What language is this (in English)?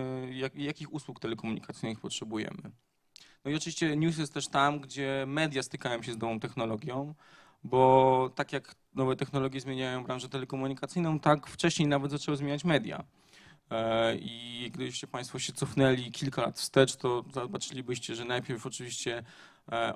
Polish